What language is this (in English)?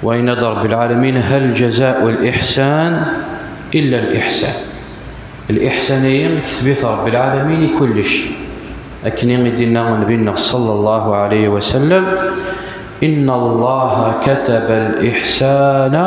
Kabyle